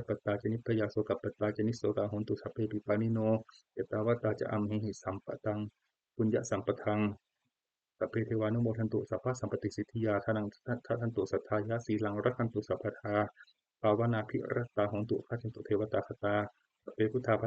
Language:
Pali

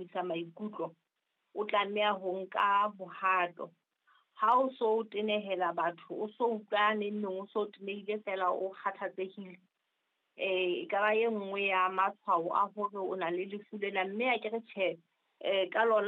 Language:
Southern Sotho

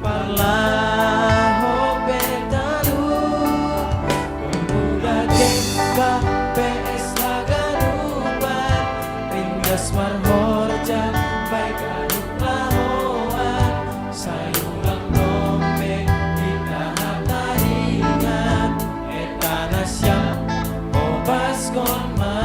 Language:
Batak Simalungun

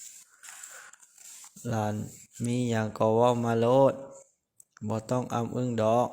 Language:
Lao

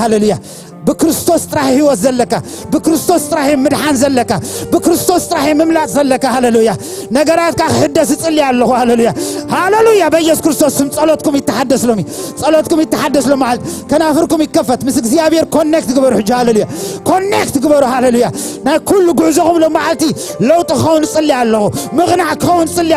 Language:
Tigrinya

